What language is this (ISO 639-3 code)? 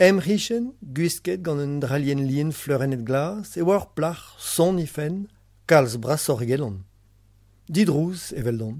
bre